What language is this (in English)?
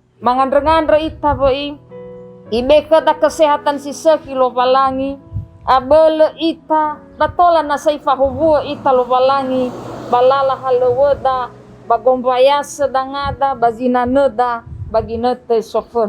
Nias